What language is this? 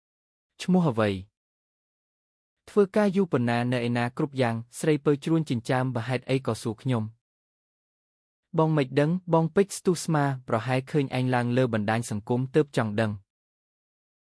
Khmer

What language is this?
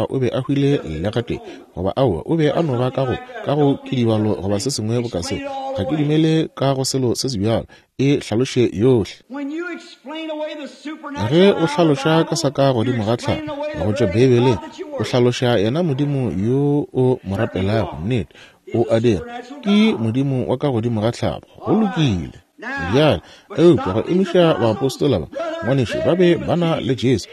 Northern Sotho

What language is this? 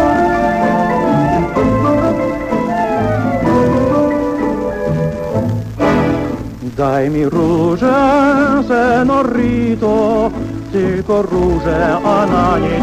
Polish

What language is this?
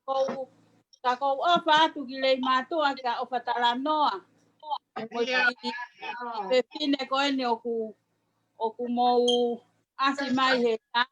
Tongan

